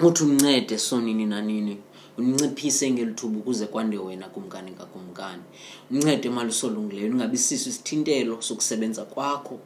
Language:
Xhosa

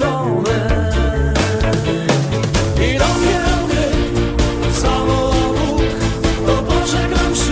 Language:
Polish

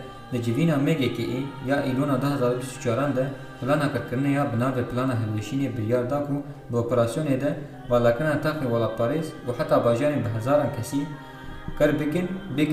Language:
Kurdish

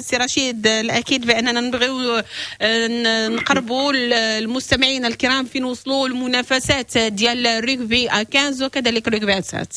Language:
Moroccan Arabic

